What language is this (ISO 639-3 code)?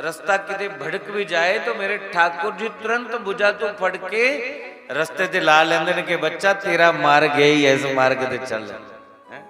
doi